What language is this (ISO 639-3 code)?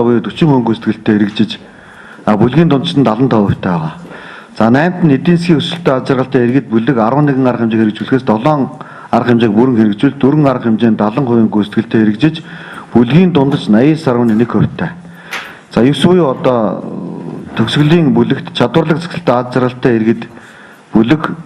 mon